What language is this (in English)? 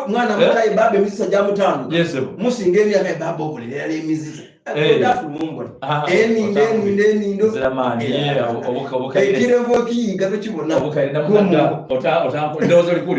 Soga